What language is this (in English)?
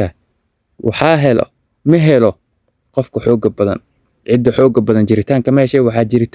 Somali